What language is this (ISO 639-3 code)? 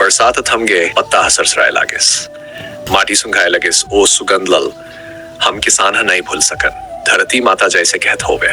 hne